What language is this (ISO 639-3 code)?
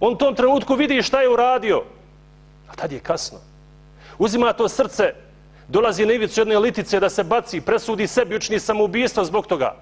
bos